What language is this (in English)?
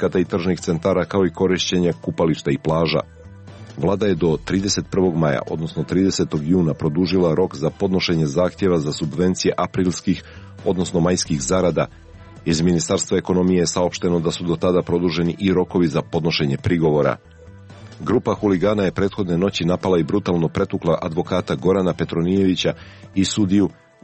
Serbian